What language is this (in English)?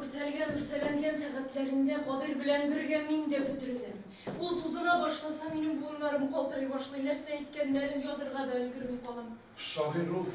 Tatar